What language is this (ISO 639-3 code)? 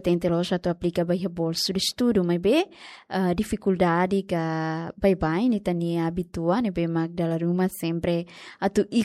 tet